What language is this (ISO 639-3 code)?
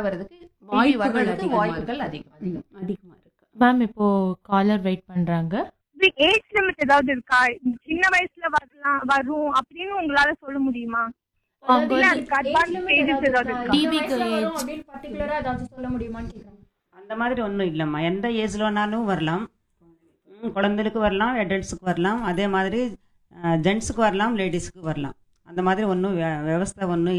tam